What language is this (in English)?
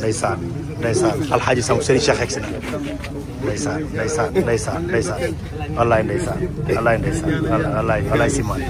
Wolof